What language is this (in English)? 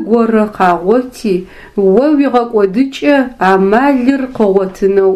Adyghe